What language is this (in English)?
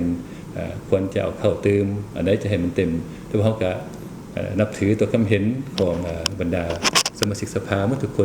Lao